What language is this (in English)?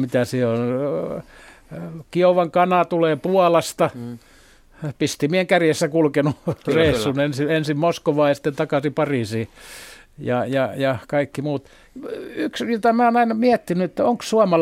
Finnish